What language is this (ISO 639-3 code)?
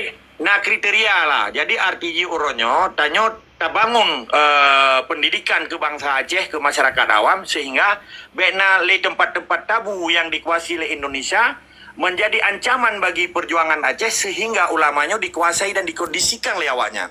ace